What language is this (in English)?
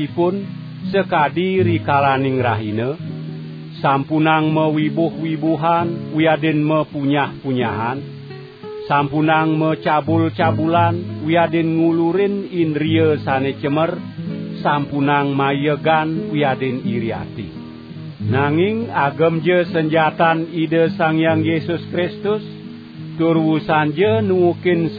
Balinese